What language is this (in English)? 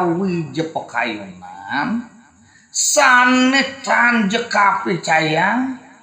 Balinese